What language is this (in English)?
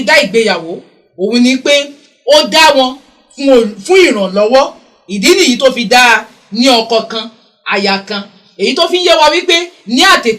Yoruba